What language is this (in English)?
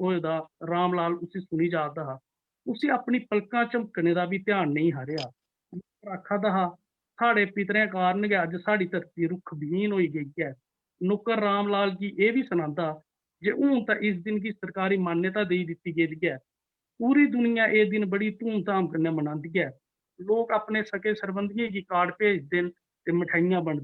Dogri